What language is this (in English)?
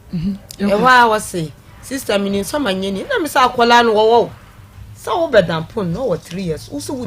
Akan